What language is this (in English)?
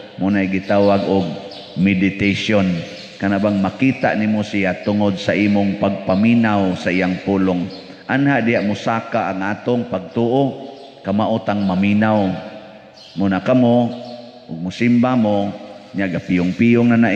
Cebuano